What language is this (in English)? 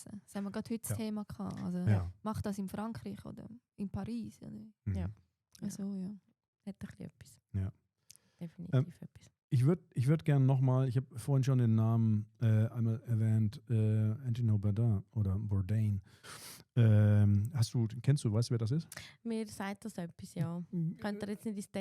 Swiss German